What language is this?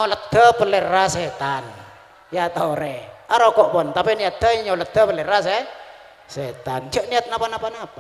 Madurese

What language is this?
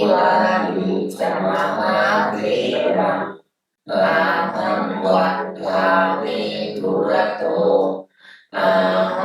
Pali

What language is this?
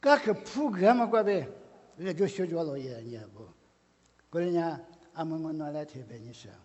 Lisu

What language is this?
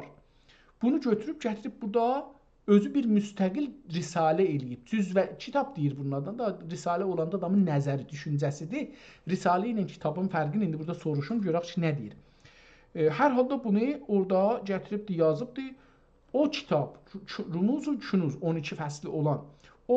South Azerbaijani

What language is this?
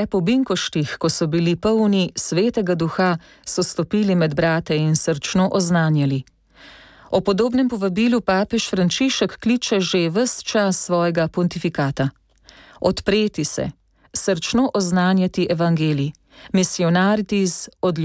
Slovenian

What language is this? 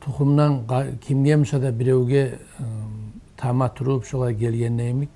Kumyk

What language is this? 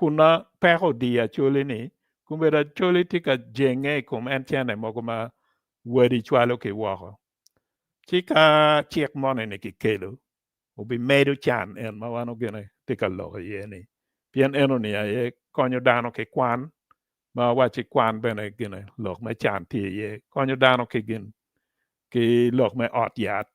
Acoli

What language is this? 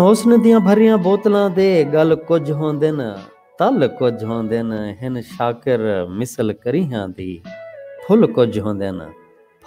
Saraiki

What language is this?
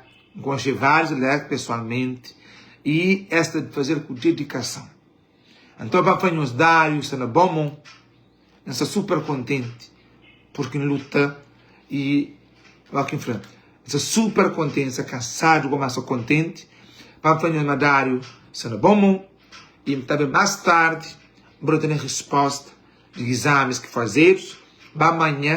Kabuverdianu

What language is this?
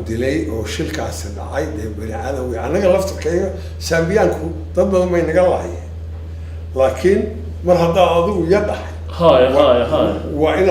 Somali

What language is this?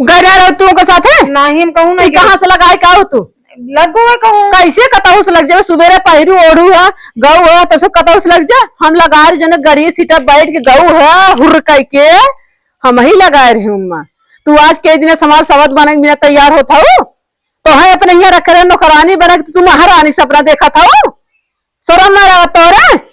Awadhi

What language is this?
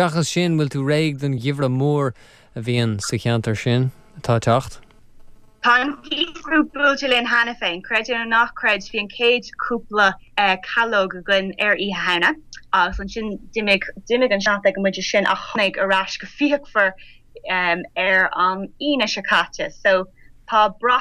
Irish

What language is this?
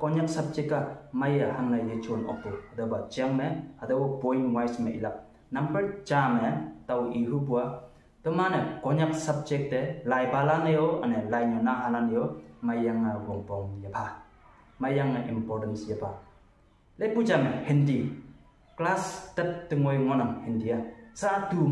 Konyak Naga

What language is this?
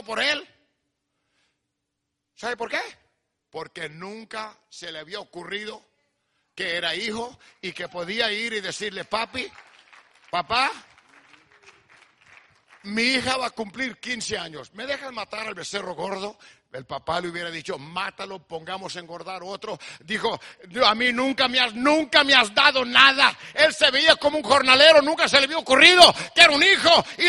Spanish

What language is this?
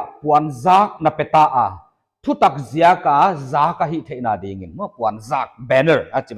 Paite Chin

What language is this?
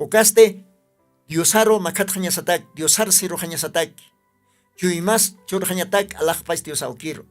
Aymara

